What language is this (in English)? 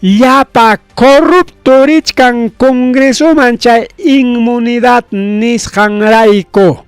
Ayacucho Quechua